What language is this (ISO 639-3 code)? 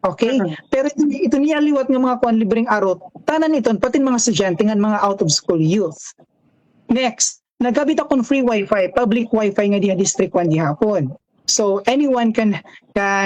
war